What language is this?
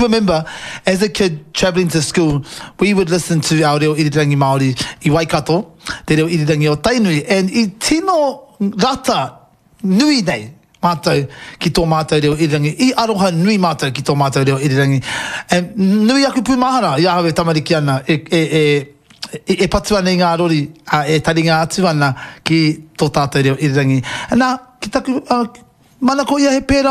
Māori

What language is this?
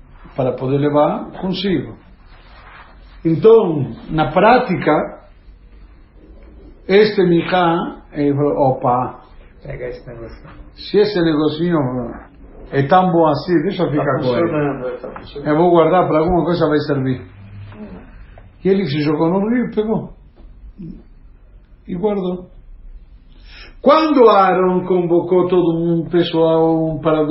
Portuguese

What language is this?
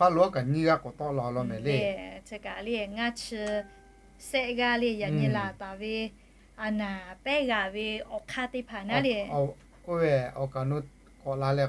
Lahu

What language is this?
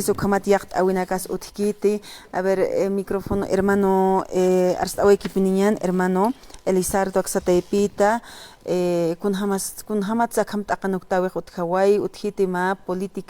Aymara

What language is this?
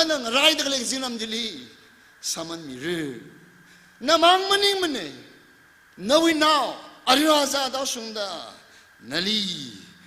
Tangkhul Naga (India)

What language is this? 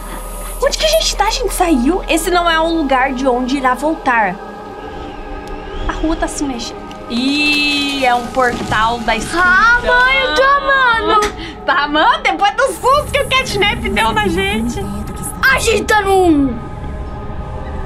Portuguese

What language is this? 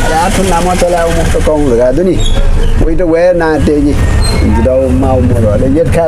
Newari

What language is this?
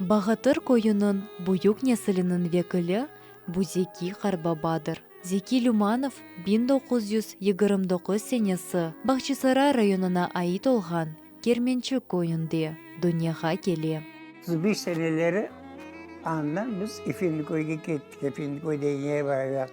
Crimean Tatar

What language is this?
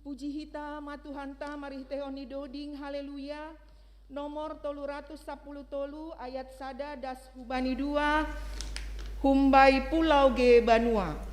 Batak Simalungun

